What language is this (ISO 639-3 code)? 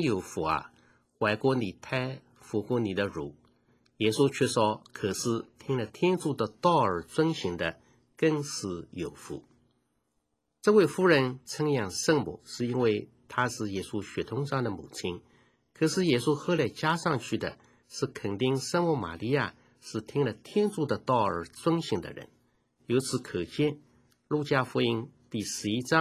zho